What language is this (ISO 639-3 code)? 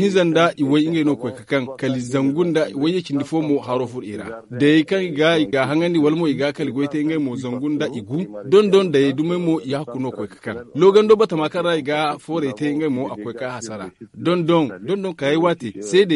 dje